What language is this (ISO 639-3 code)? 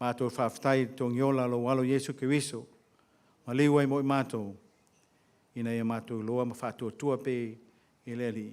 smo